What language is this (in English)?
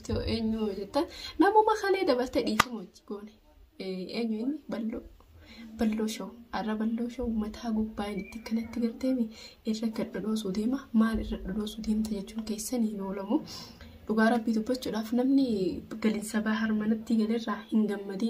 Oromo